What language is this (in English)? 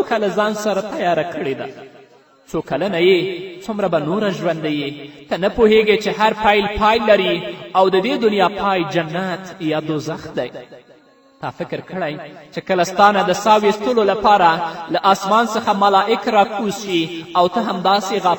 Pashto